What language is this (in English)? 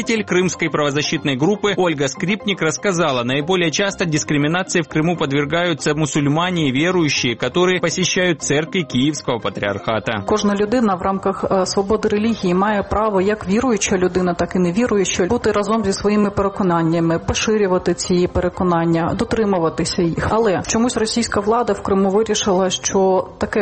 Ukrainian